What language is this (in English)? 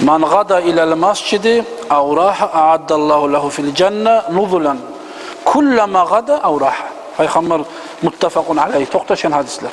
Kumyk